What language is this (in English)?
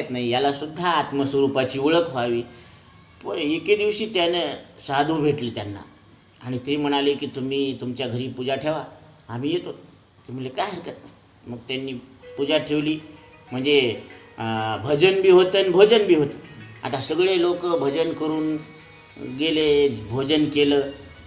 Marathi